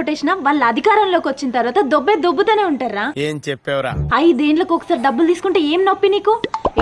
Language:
Telugu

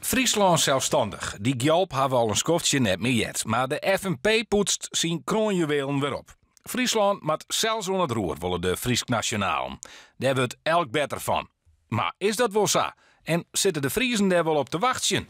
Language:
Western Frisian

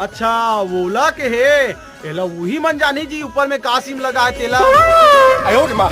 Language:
Chhattisgarhi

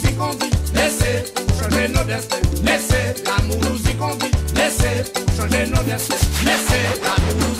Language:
French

